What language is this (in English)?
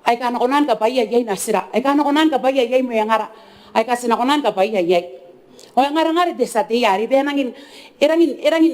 Gilbertese